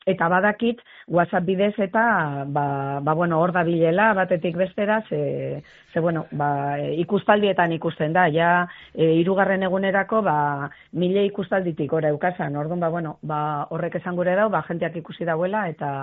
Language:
Basque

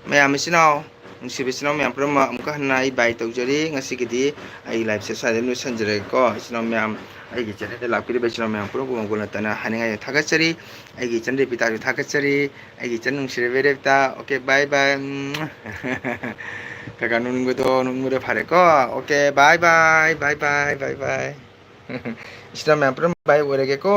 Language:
Manipuri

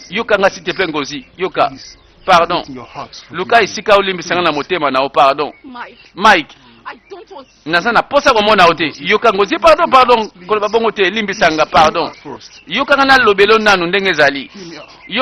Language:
Lingala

